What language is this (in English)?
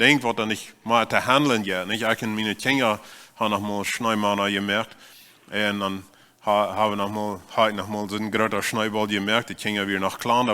Plautdietsch